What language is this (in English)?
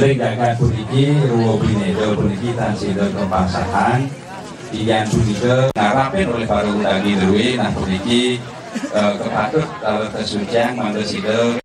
Balinese